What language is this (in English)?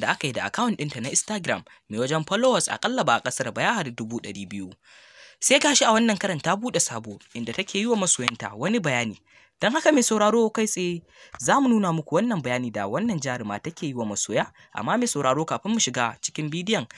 Hausa